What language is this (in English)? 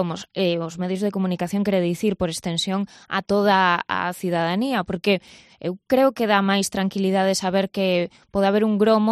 Galician